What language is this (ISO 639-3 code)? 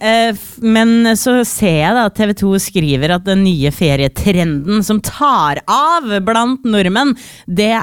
nor